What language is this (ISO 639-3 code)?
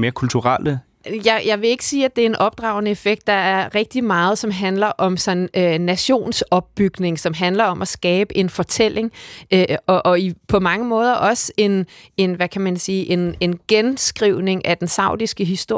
dan